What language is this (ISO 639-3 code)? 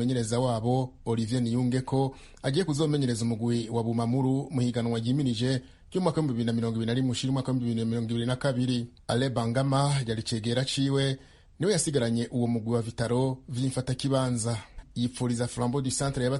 run